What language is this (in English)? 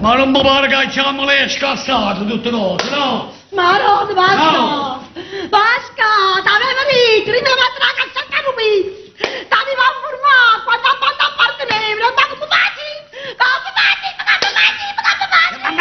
Neapolitan